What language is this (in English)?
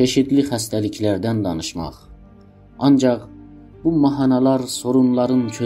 South Azerbaijani